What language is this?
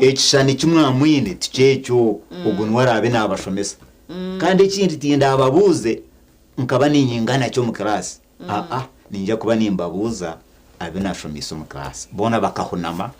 Nyankole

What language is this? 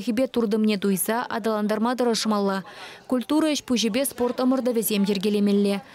Chuvash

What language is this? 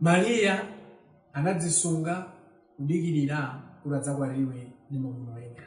Nyanja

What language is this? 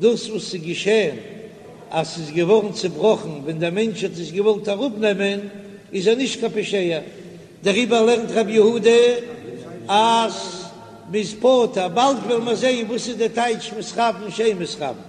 Yiddish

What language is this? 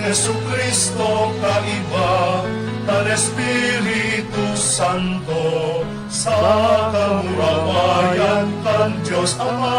Bikol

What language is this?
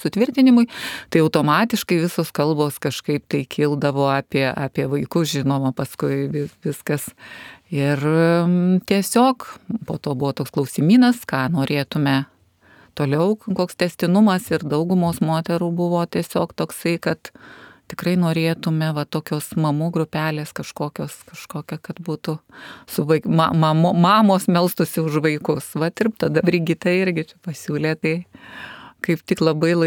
Lithuanian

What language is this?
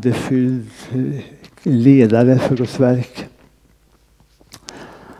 Swedish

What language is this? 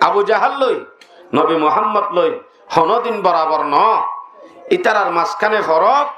Rohingya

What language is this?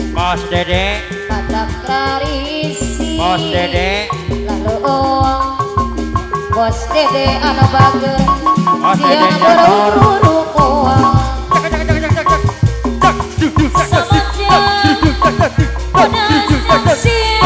Sundanese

